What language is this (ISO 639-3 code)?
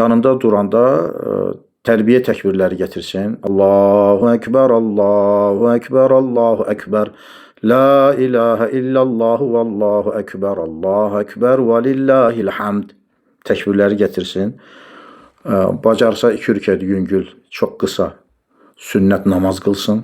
aze